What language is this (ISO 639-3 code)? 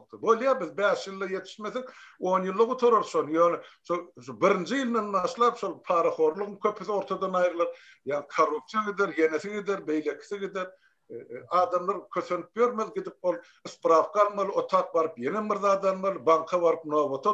tuk